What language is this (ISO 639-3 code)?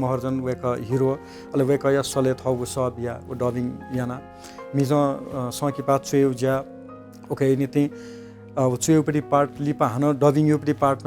new